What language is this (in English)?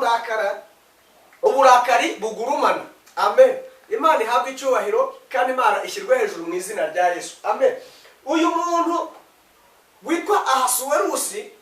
Kinyarwanda